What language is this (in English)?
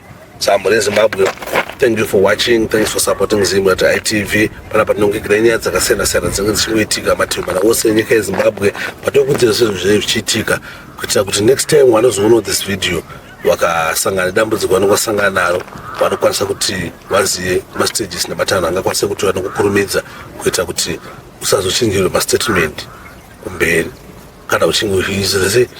Shona